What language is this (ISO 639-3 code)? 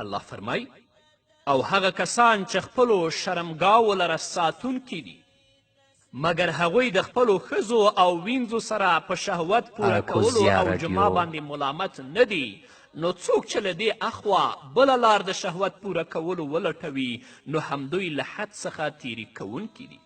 pus